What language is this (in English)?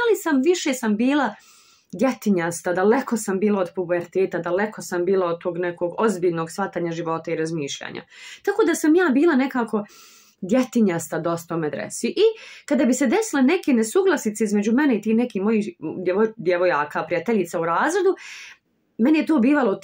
Bosnian